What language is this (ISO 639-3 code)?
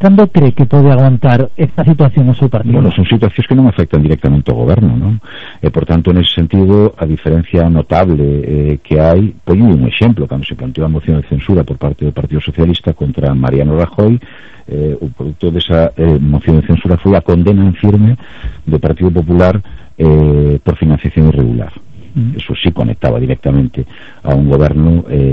glg